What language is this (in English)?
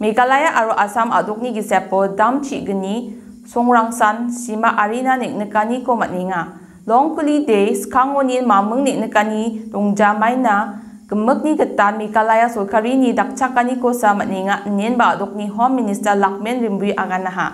Garo